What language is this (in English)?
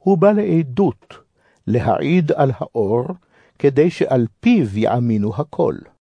Hebrew